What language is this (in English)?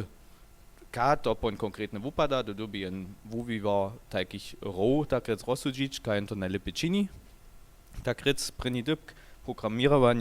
Upper Sorbian